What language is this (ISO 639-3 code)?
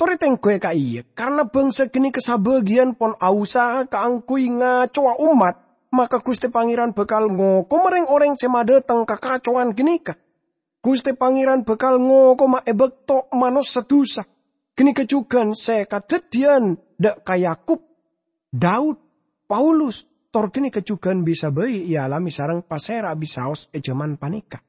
mad